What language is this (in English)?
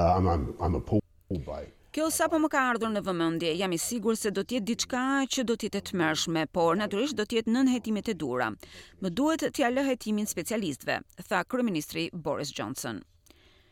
Albanian